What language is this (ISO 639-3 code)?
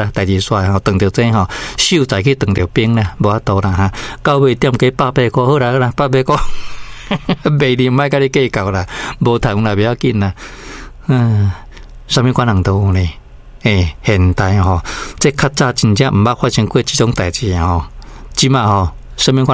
nan